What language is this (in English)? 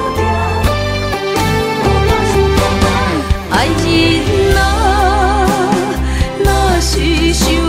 Min Nan Chinese